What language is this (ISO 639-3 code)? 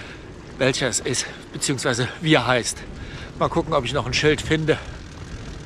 deu